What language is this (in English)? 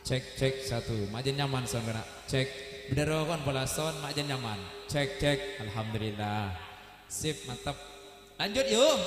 Madurese